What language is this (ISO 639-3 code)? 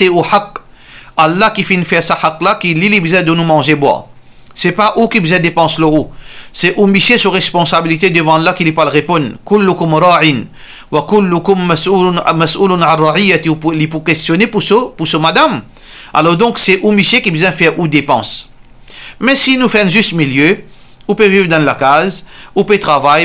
mfe